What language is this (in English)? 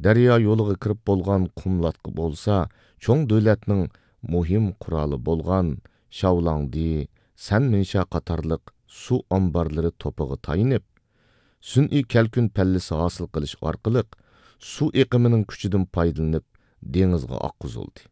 Uyghur